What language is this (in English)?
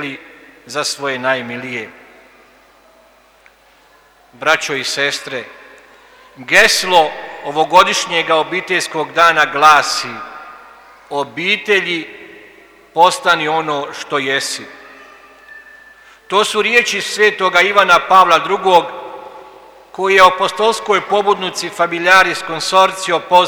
Croatian